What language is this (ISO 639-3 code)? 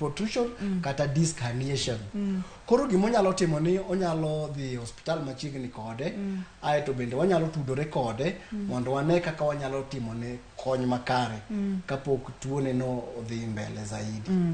luo